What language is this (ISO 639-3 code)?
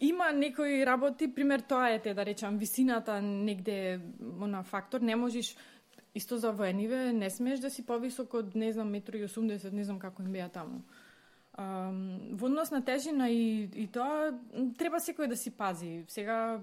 mkd